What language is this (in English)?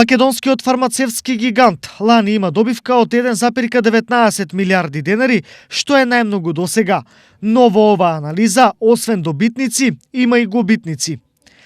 Macedonian